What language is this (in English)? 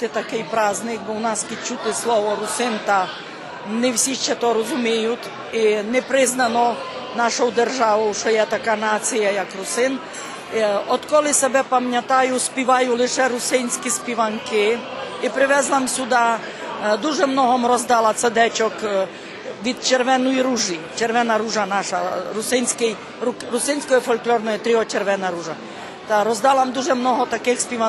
Rusyn